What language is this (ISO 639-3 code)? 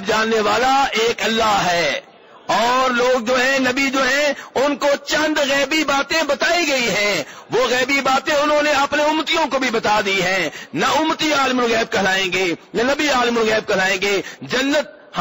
urd